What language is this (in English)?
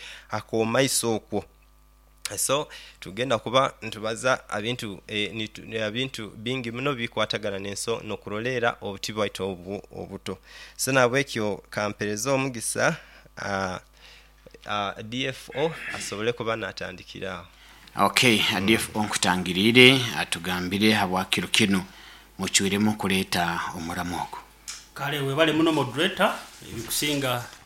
Nyoro